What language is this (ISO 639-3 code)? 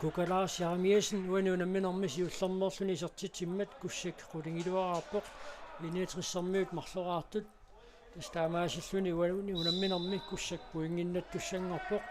kal